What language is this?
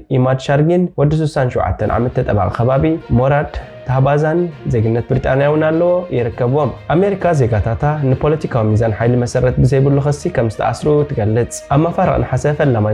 Tigrinya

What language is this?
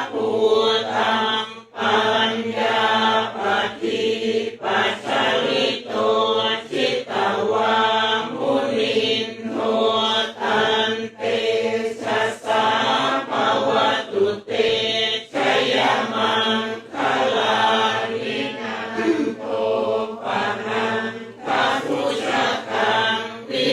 Pali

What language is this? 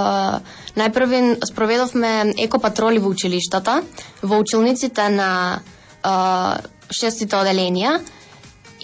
Macedonian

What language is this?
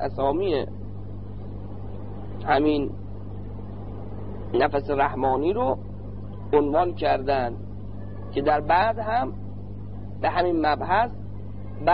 Persian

